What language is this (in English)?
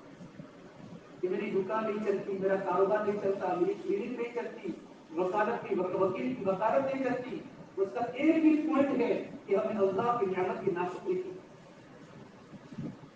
Urdu